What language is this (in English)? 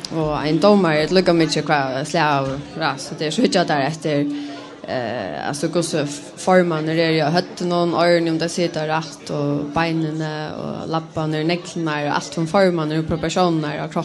Faroese